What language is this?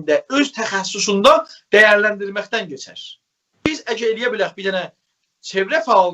South Azerbaijani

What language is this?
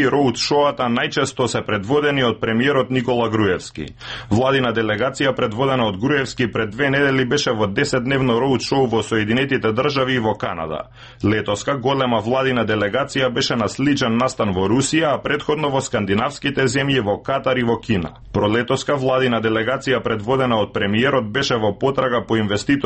Macedonian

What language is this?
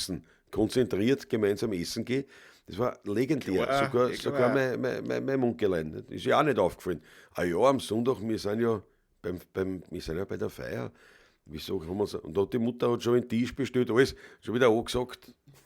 Bavarian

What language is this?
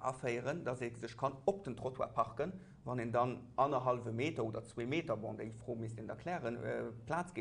Luxembourgish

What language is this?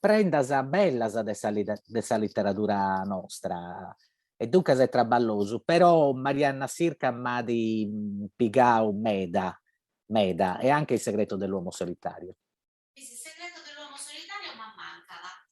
Sardinian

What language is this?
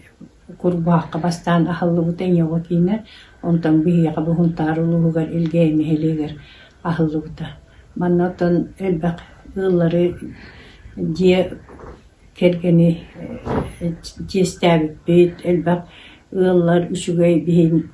Yakut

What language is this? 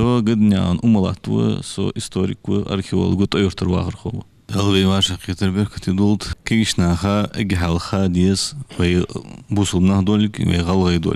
Ingush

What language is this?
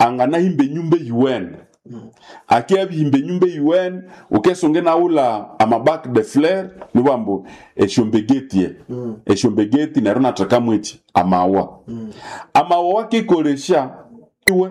Nande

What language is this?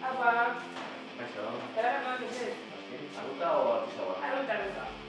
Basque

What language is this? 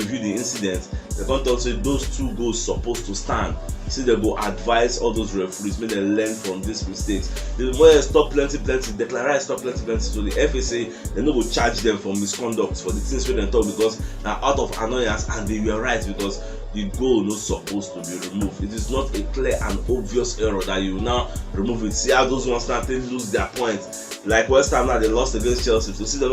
Nigerian Pidgin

